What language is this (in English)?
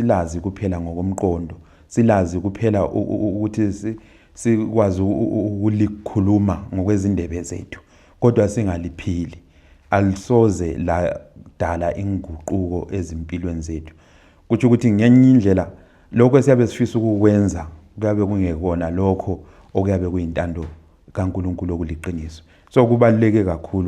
Zulu